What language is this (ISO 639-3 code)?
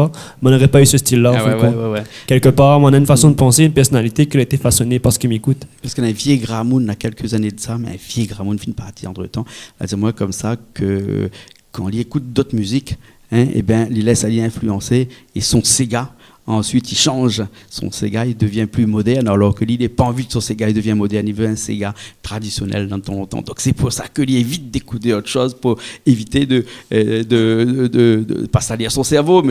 rcf